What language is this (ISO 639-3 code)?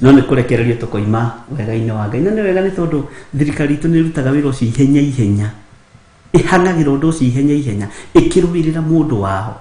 kik